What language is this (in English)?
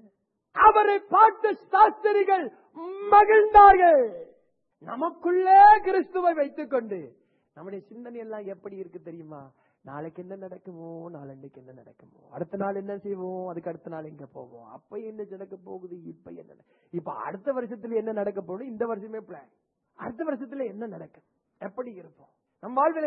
Tamil